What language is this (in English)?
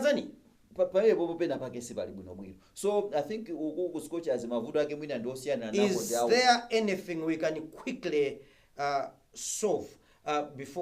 Nyanja